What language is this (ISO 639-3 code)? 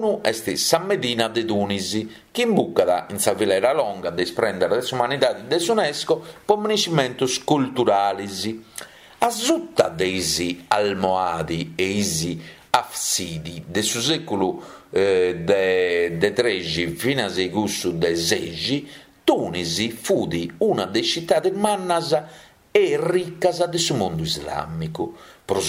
srd